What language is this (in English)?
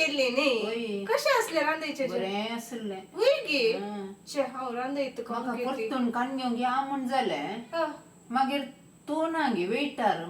Konkani